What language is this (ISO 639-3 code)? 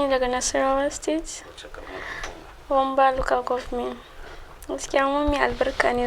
hau